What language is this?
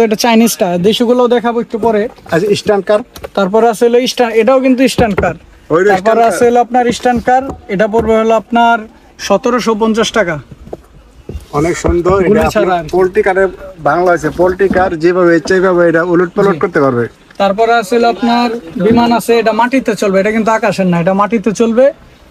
Bangla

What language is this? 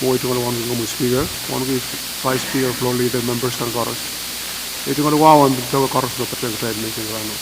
Pohnpeian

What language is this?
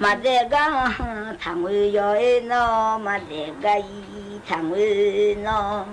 Akha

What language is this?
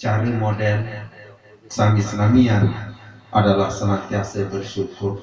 Sasak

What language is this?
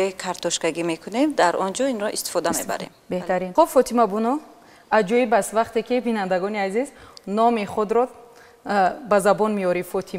Tajik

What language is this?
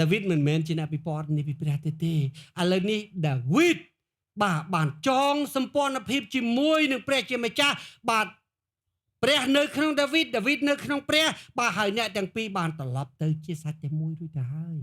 Khmer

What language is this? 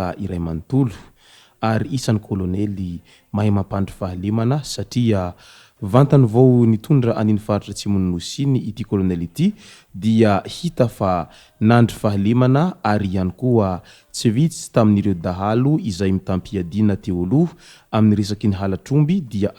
Malagasy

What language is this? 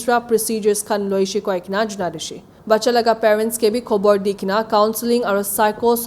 Naga Pidgin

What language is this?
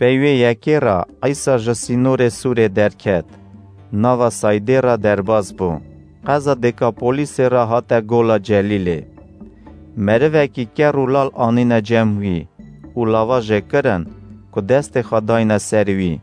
Kurdish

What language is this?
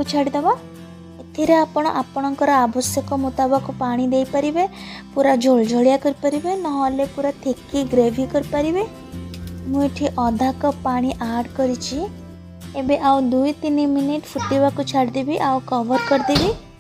Odia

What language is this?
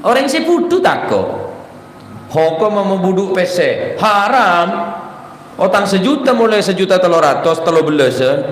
Madurese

